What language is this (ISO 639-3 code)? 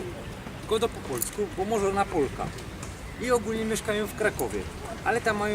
szl